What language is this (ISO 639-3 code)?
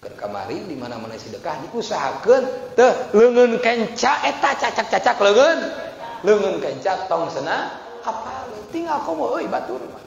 sun